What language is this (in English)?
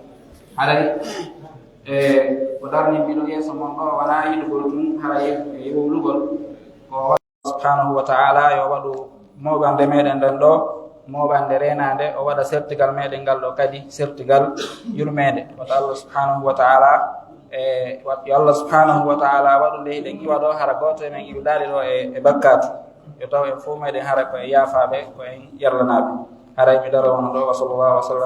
Fula